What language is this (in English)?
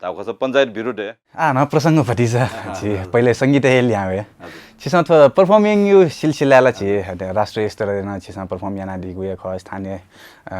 Newari